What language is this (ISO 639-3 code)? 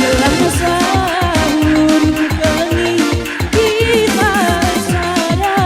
btx